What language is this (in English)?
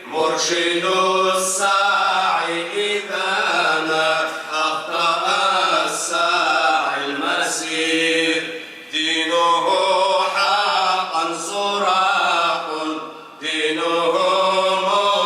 Kabardian